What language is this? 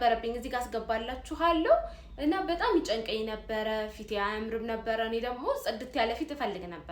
Amharic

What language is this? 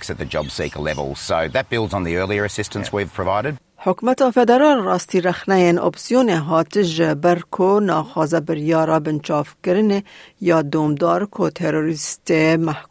Kurdish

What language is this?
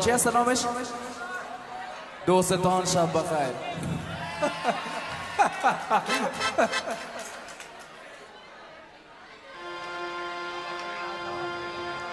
Persian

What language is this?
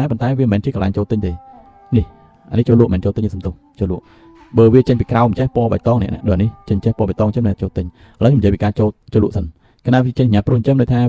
Khmer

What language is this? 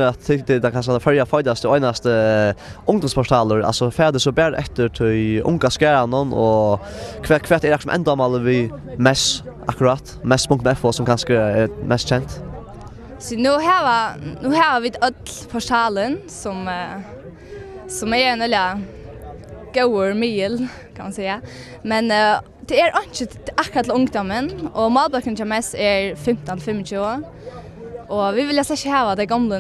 Faroese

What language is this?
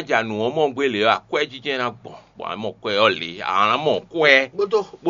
Fon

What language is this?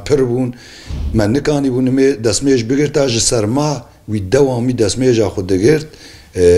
Kurdish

